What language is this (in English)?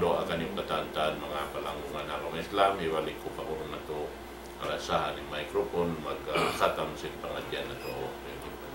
Tausug